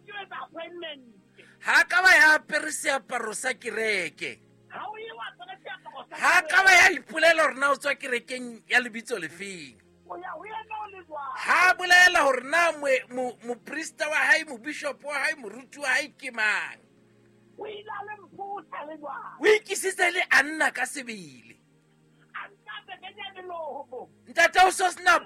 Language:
Southern Sotho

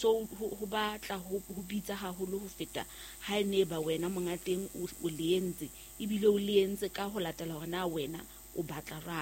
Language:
Southern Sotho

